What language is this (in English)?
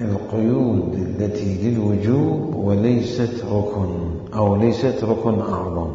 Mesopotamian Arabic